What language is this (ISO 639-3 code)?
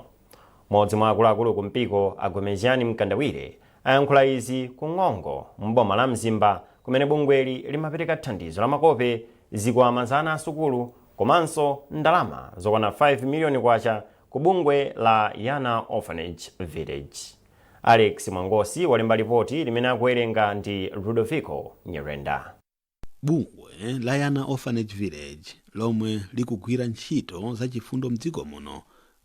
nya